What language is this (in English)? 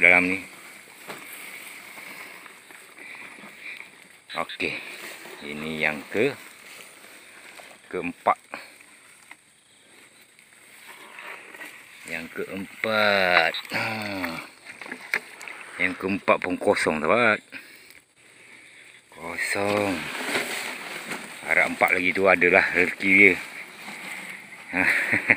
Malay